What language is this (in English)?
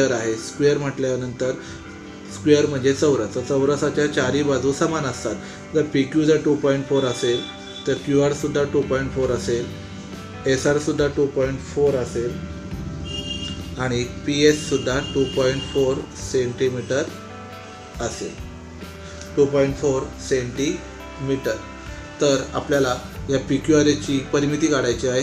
Marathi